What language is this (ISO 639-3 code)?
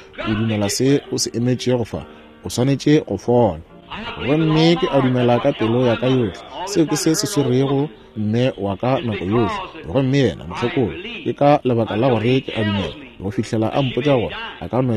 nso